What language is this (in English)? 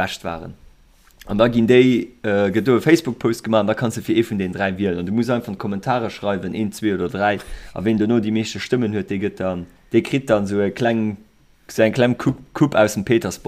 Luxembourgish